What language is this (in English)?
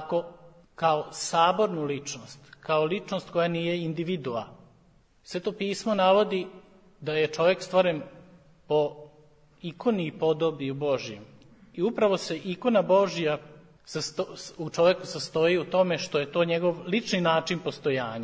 Serbian